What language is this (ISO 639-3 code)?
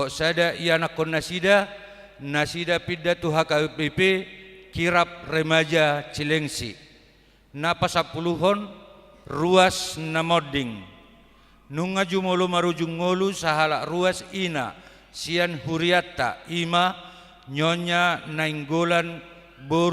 bbc